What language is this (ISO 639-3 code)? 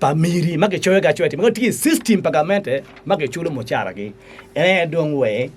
ach